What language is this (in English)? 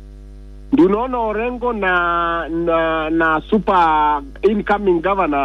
Swahili